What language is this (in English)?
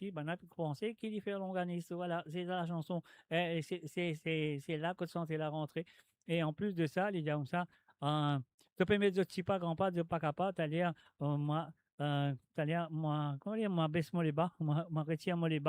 Morisyen